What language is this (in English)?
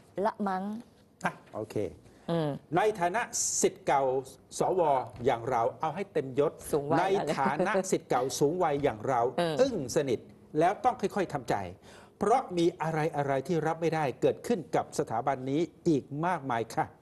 Thai